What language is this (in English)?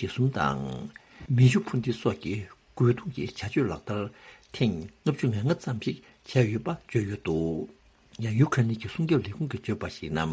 Tibetan